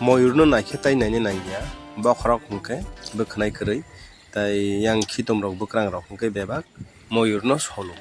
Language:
Kok Borok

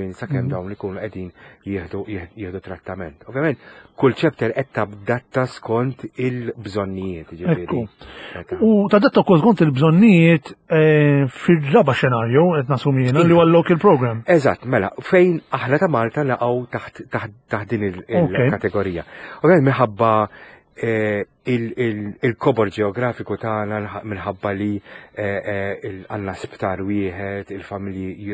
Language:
Maltese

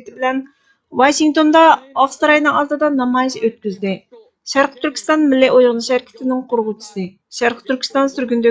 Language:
Uyghur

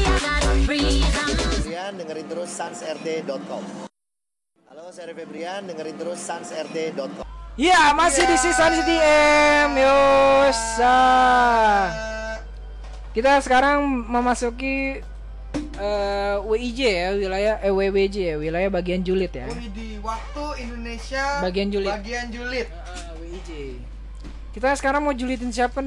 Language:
Indonesian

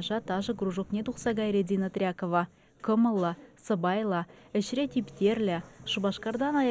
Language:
Chuvash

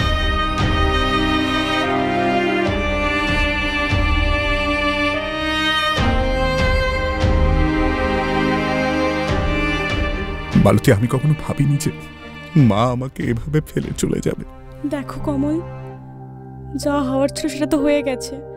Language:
Bangla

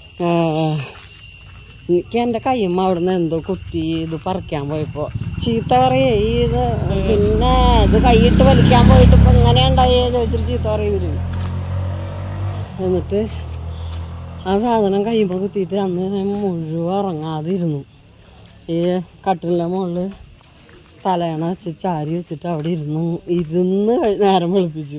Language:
Malayalam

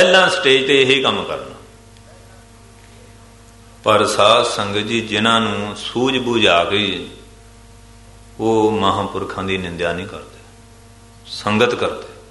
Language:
Punjabi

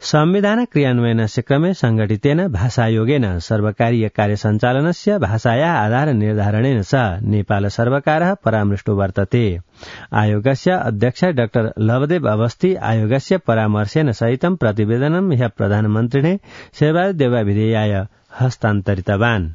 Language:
Sanskrit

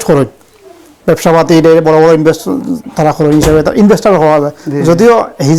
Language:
Sylheti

